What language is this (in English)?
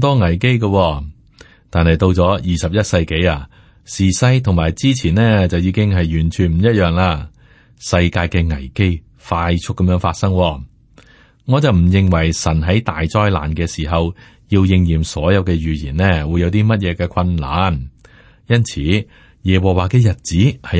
Cantonese